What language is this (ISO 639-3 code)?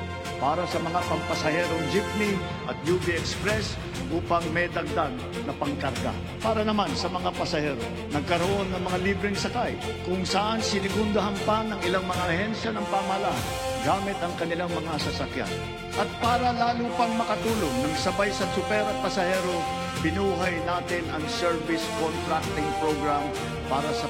fil